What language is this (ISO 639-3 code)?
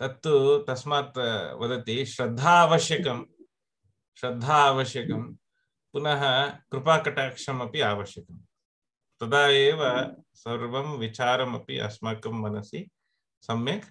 san